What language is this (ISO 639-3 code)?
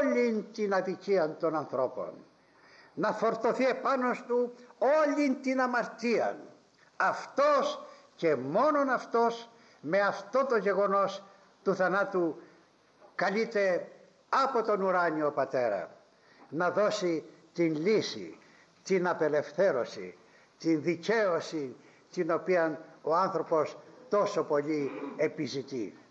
ell